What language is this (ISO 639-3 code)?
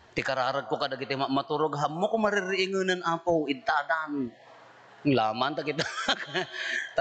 ilo